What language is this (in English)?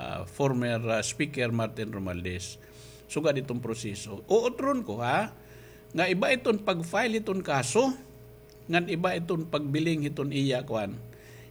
Waray